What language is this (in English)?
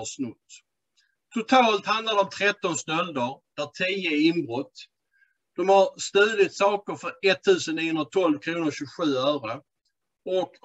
Swedish